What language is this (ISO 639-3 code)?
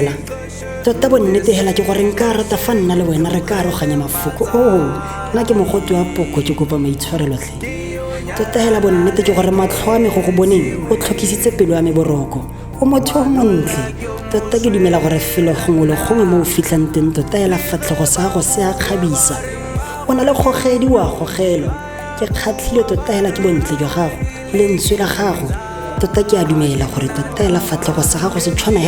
tsn